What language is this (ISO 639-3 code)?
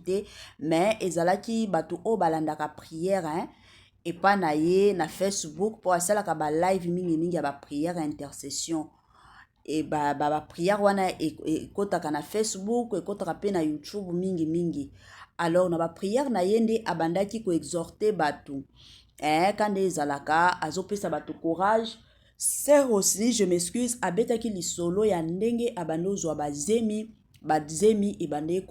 lin